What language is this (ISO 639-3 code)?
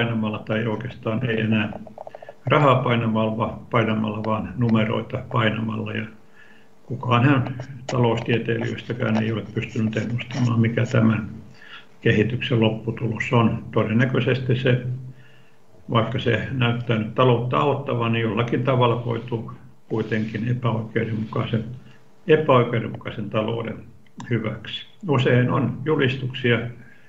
fin